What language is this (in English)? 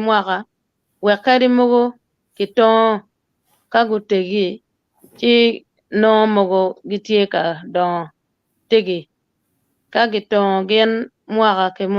Acoli